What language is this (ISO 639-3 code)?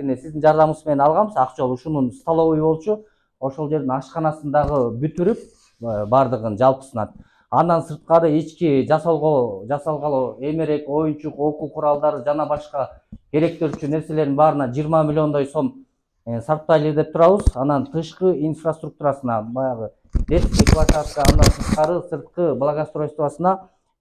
kir